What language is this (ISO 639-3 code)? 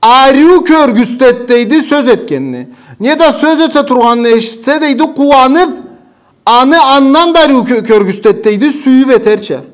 krc